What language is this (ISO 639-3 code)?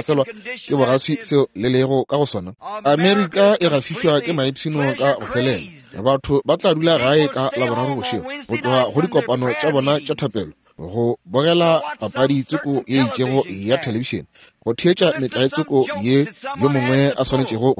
nso